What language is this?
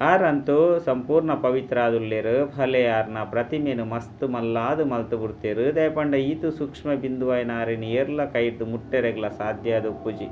Tulu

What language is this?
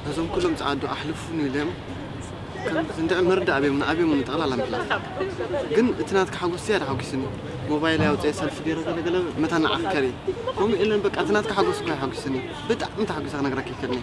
Tigrinya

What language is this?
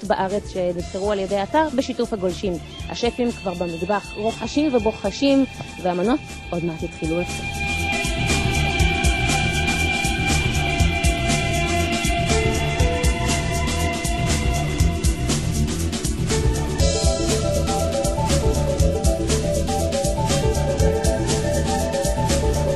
Hebrew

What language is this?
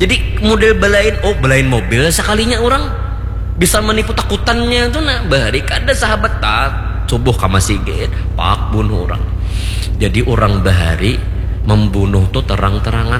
Banjar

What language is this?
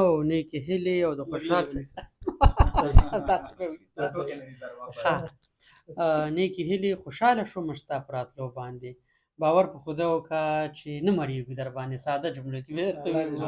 Pashto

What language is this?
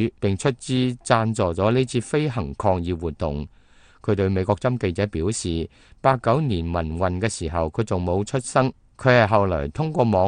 Cantonese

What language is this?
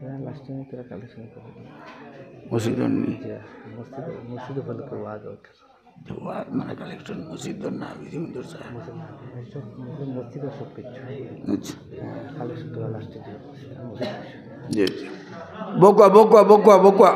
Sylheti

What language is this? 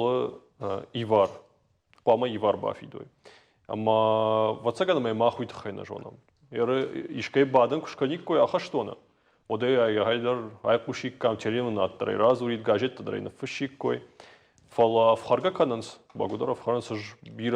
Ossetic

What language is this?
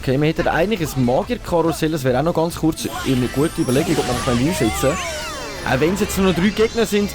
Swiss German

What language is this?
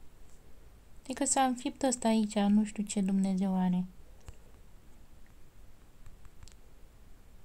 Romanian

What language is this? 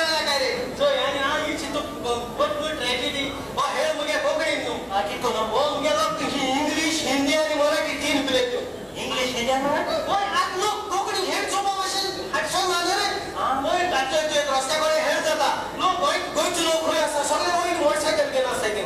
Konkani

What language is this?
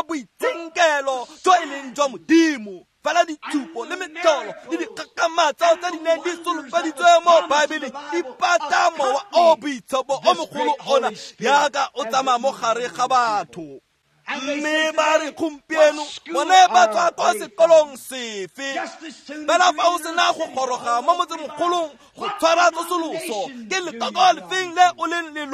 Tswana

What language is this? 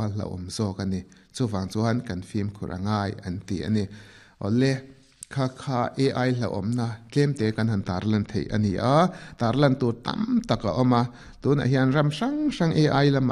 Mizo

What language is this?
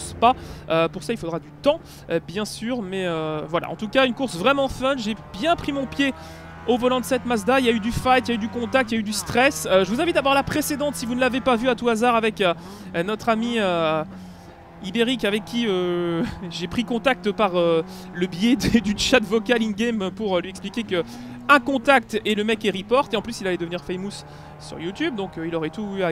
French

